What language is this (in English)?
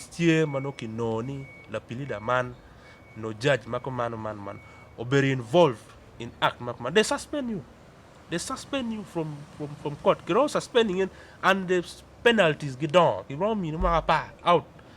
Acoli